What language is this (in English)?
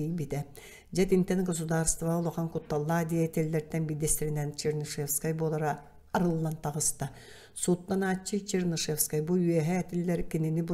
Yakut